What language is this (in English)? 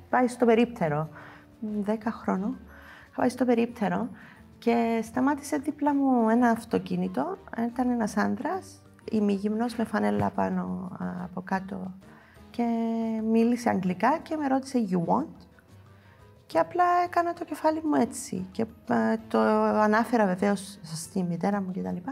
Greek